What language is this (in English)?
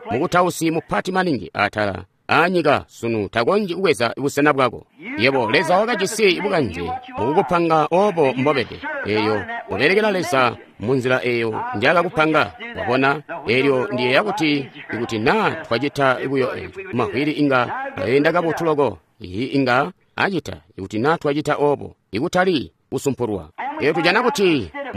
Tonga (Zambia)